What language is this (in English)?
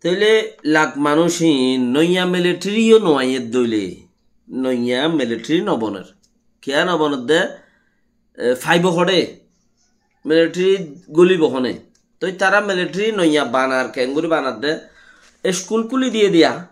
Rohingya